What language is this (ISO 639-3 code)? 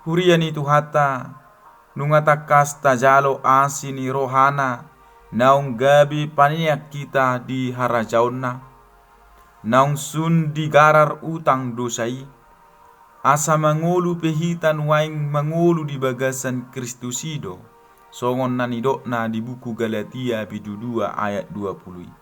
bbc